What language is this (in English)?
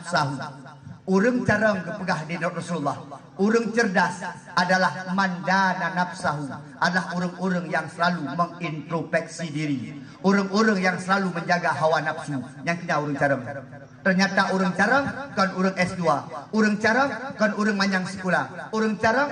Achinese